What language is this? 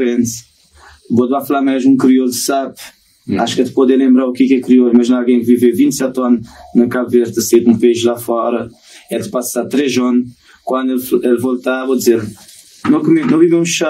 Kabuverdianu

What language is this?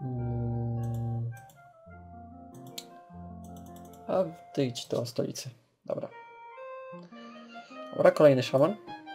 Polish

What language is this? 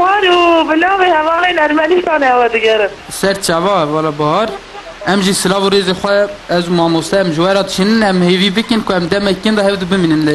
Kurdish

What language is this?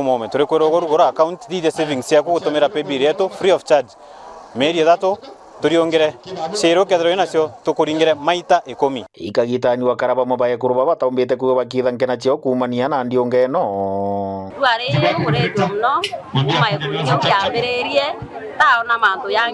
Meru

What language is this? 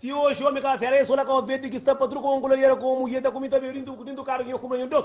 Kabuverdianu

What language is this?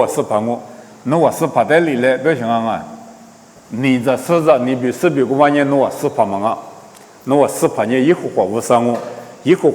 Lisu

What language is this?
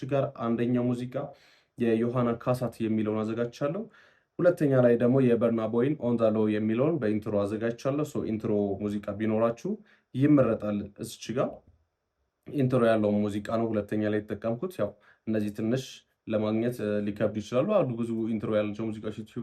Amharic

